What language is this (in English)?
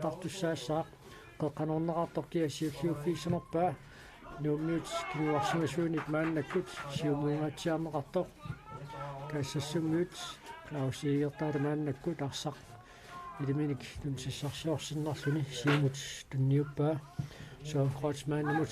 Kalaallisut